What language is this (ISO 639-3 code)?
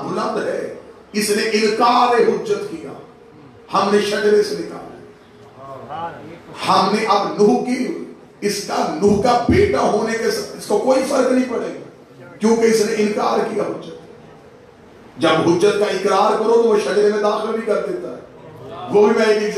urd